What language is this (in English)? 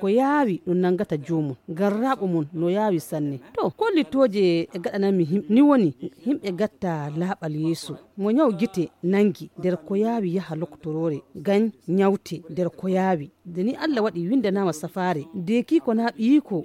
Fula